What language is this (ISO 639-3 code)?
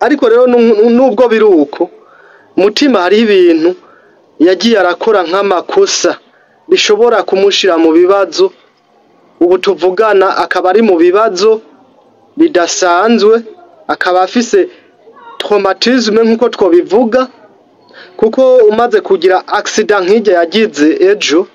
run